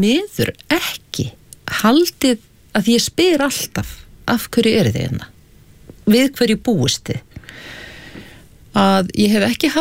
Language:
Icelandic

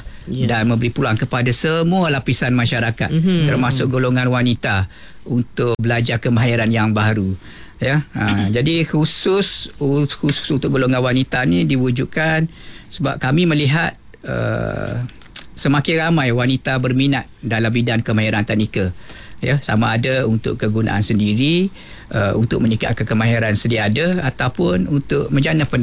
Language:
Malay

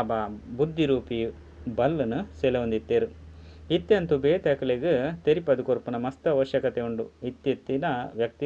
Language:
Tulu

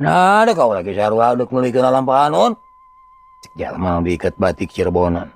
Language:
Sundanese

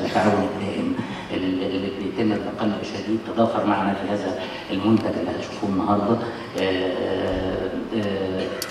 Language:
Egyptian Arabic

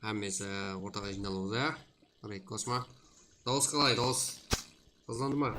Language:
Kara-Kalpak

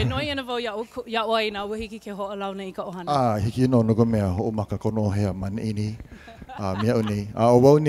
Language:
Hawaiian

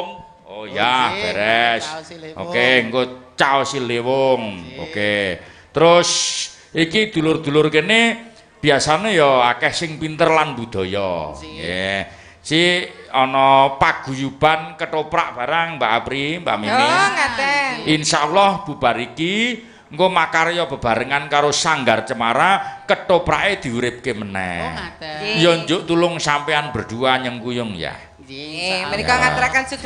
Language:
Javanese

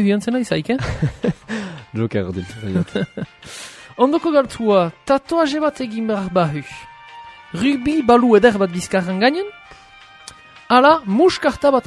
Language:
Basque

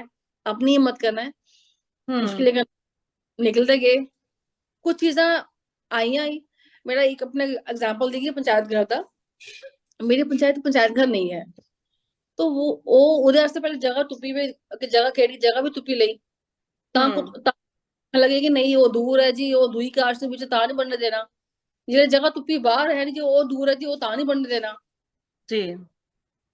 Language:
Dogri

